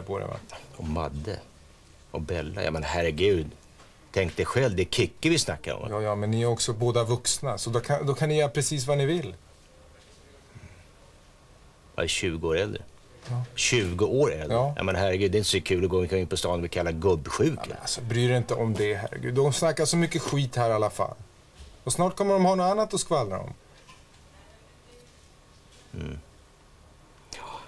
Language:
Swedish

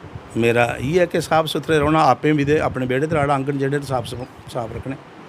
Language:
Dogri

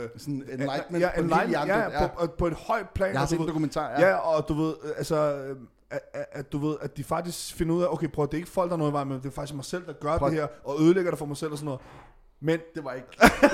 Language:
Danish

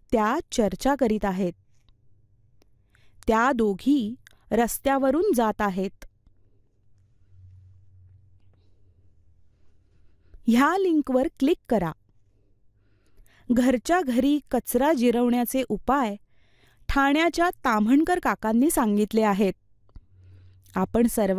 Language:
Marathi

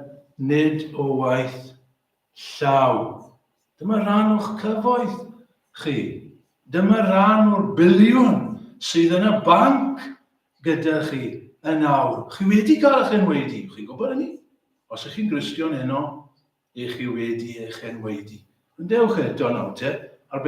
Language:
Welsh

